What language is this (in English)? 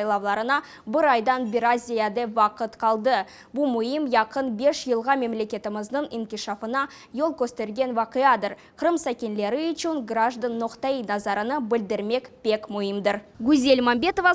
Crimean Tatar